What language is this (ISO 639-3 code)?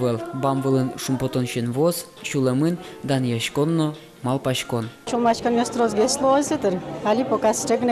udm